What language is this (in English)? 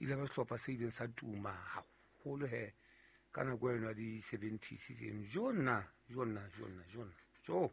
Southern Sotho